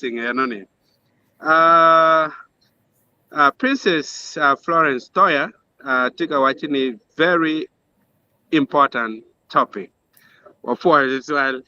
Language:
Acoli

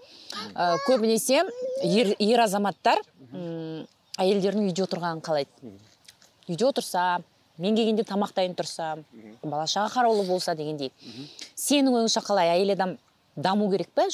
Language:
Kazakh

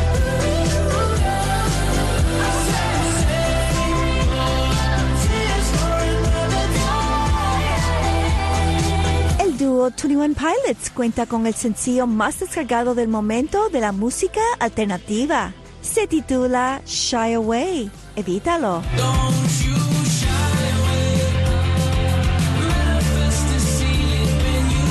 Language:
Spanish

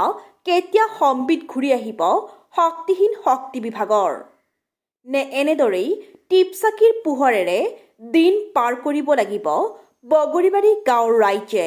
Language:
Assamese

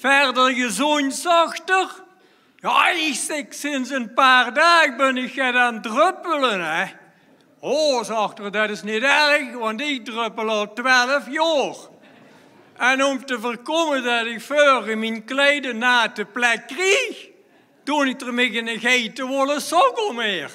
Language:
Limburgish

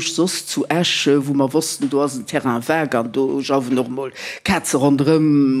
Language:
Luxembourgish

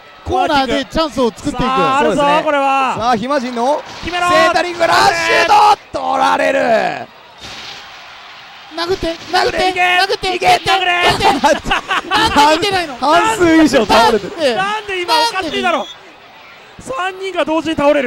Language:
Japanese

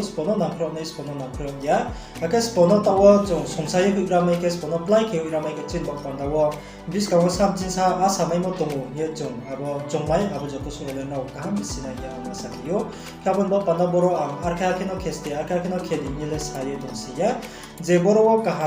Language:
Riang (India)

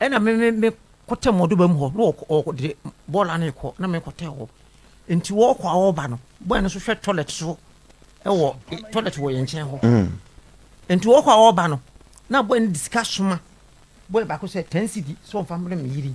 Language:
Akan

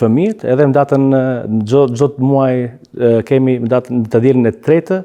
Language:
Albanian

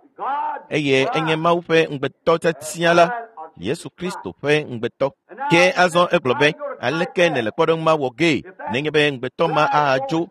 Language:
Ewe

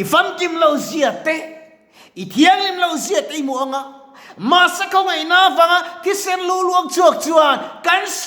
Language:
Mizo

